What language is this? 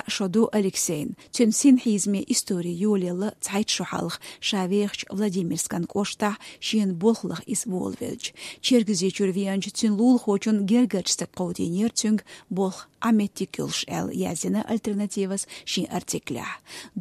Chechen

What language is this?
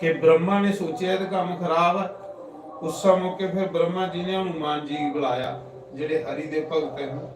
Dogri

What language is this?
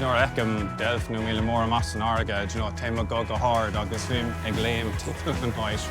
Irish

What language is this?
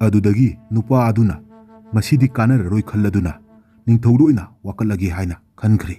Manipuri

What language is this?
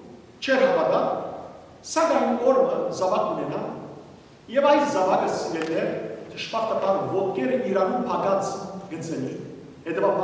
Western Armenian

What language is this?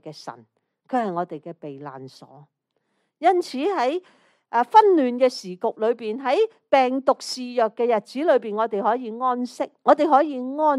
Cantonese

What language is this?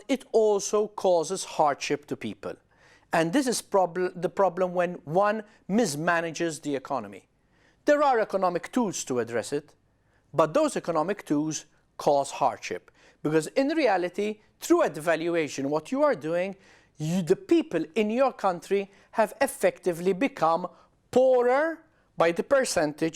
English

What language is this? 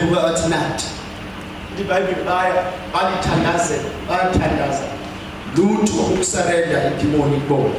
Zulu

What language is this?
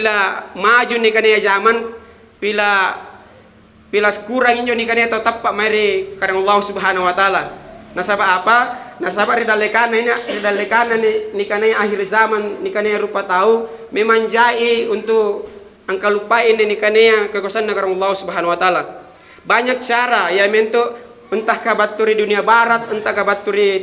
Makasar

